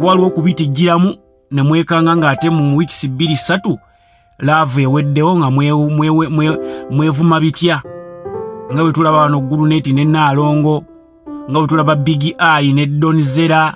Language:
Ganda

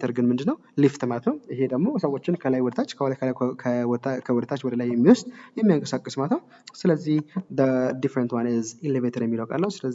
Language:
Amharic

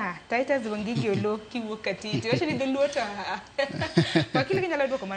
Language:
Luo (Kenya and Tanzania)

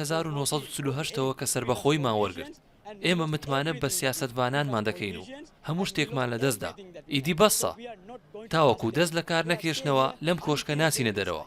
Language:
Central Kurdish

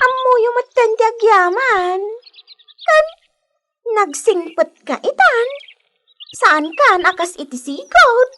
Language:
Iloko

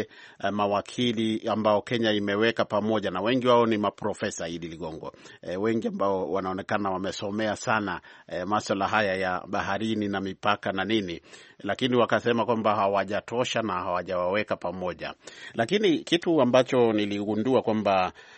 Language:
Swahili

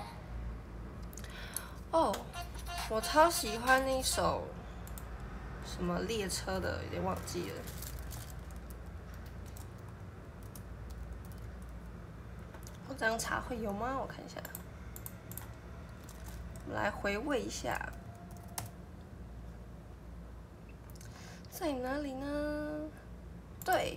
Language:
Chinese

